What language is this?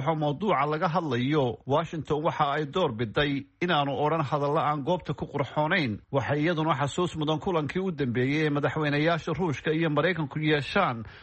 Somali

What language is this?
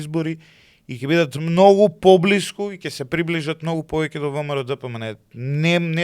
Macedonian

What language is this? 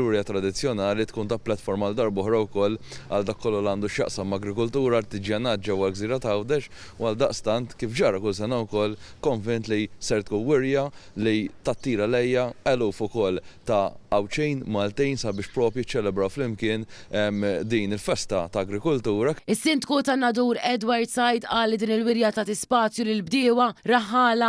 Maltese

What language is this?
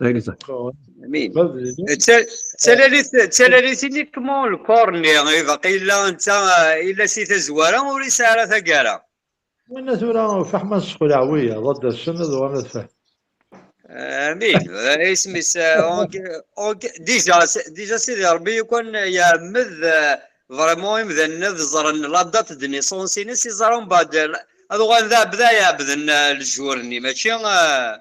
Kabyle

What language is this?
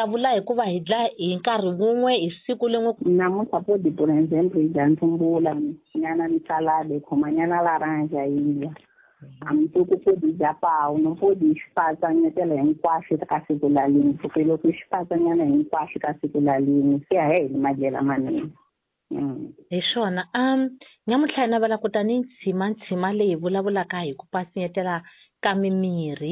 Tsonga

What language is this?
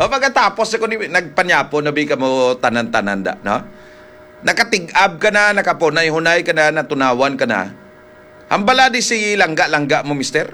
Hiligaynon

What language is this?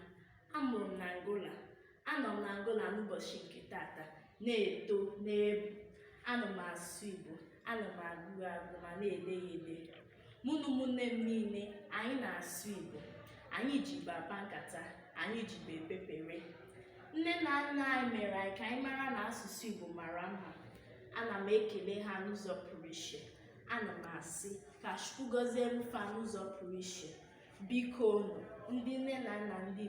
Igbo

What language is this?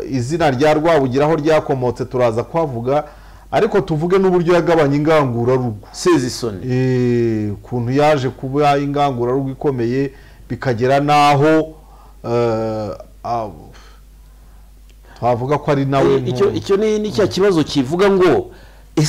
Kinyarwanda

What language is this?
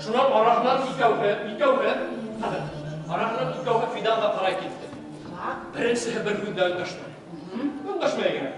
Bashkir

